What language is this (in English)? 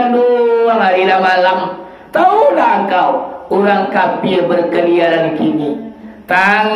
Minangkabau